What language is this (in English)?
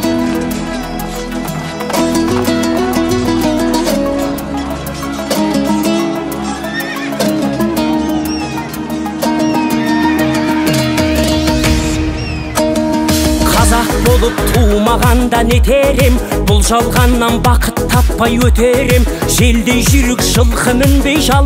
Kazakh